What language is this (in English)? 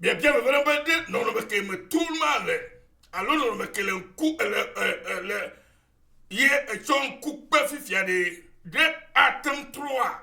Ewe